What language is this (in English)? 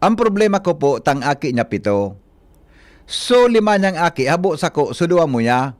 Bikol